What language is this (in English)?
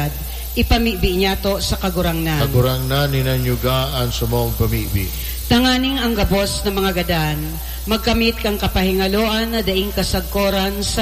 Bikol